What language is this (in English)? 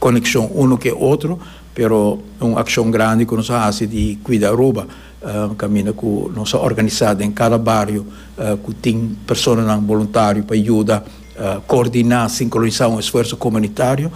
Papiamento